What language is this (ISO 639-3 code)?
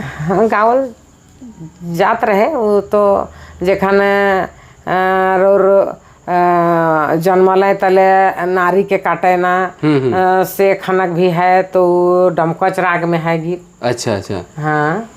sck